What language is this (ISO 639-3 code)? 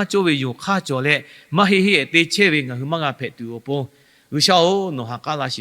lhu